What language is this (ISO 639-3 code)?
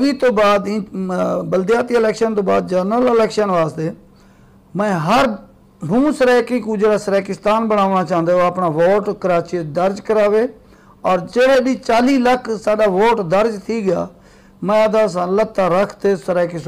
skr